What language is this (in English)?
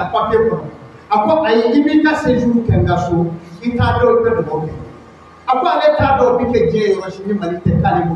Bambara